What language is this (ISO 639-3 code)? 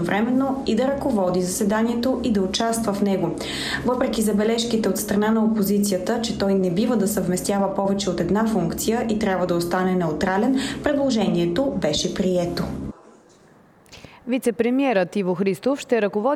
bul